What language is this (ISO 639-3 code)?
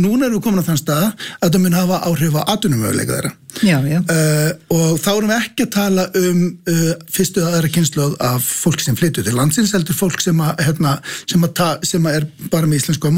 isl